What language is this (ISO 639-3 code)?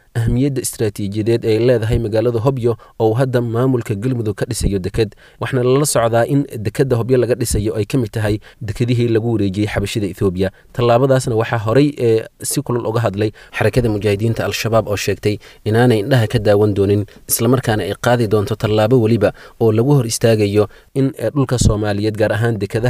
som